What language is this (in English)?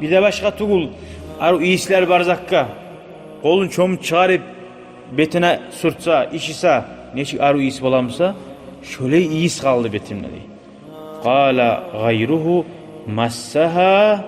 Kumyk